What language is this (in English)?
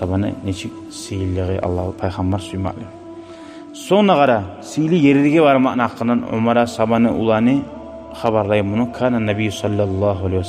Kumyk